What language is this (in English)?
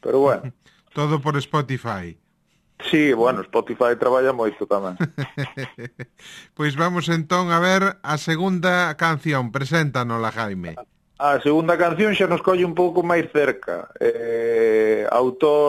Galician